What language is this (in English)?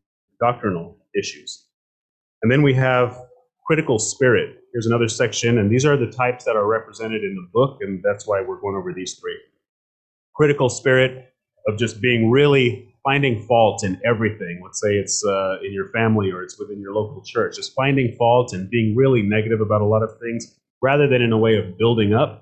English